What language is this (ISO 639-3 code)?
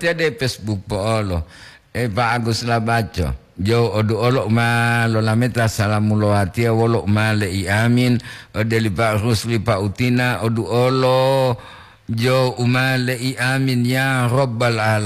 gor